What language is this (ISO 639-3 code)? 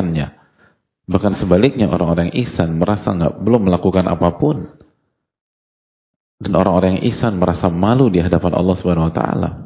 ind